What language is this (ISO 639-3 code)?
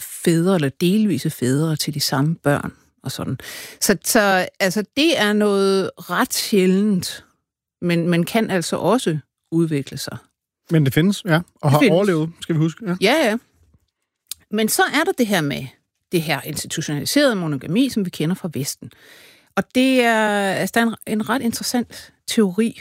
dan